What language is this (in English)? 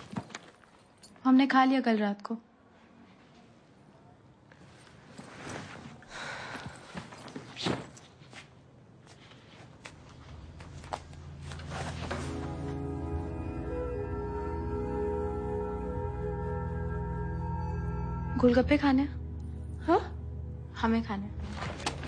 Hindi